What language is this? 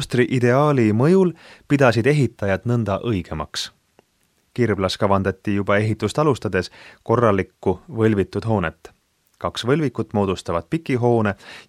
Estonian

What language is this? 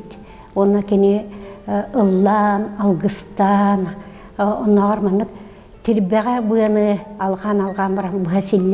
Yakut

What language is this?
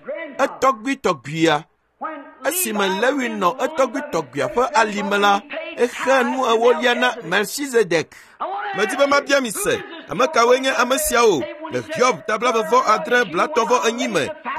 Ewe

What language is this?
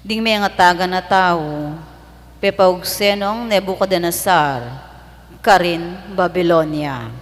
Pampanga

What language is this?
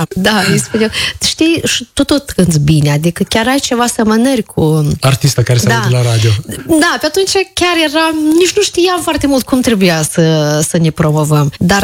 Romanian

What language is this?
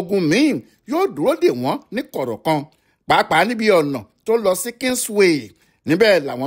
Yoruba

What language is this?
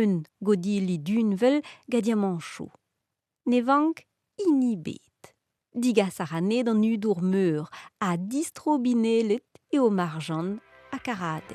Breton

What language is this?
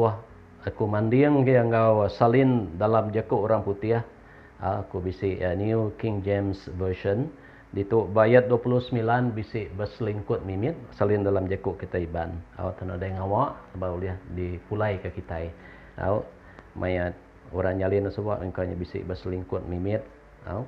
Iban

